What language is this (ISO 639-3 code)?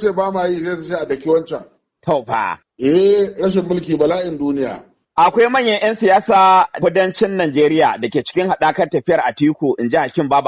hau